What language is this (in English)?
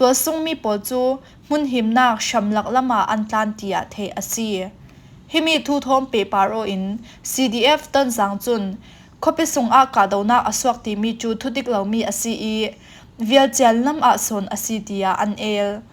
Falam Chin